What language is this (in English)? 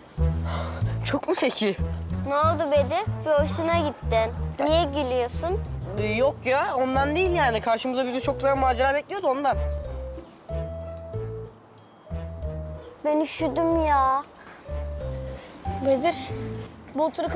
Turkish